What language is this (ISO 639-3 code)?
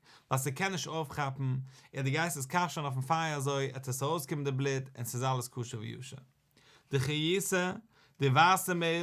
yid